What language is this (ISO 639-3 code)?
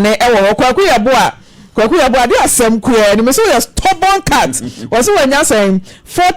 aka